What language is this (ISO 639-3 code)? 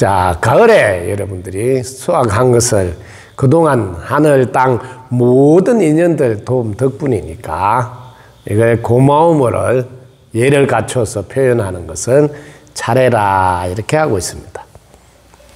kor